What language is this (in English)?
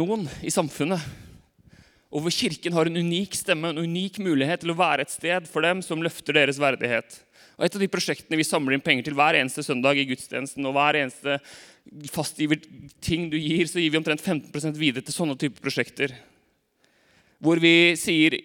Norwegian